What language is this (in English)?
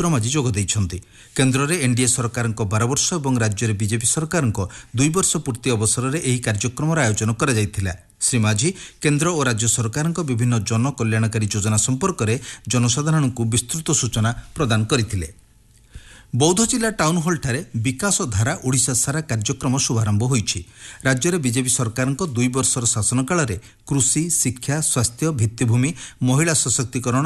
Odia